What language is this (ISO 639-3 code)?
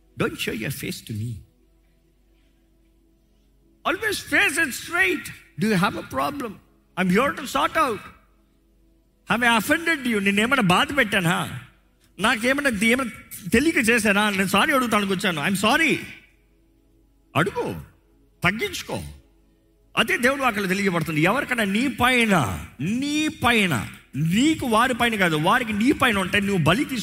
tel